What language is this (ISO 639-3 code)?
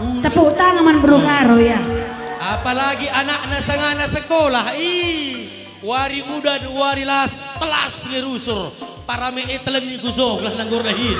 btx